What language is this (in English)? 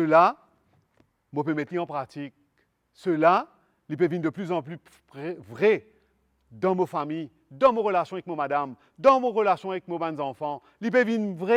Morisyen